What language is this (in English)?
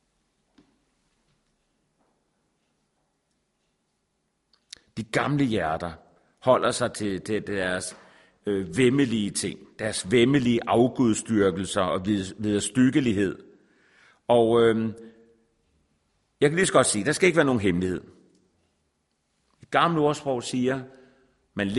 Danish